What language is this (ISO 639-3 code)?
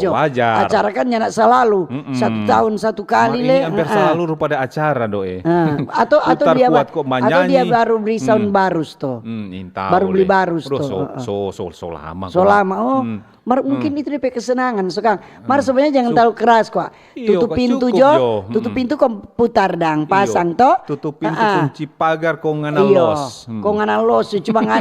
xmm